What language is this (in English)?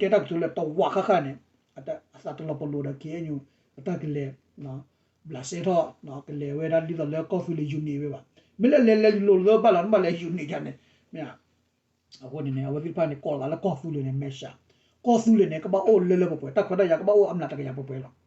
S'gaw Karen